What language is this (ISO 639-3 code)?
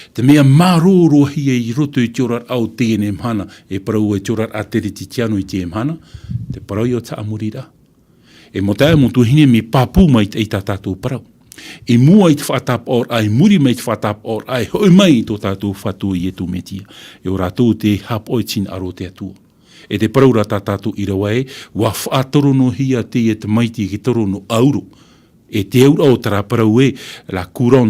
tah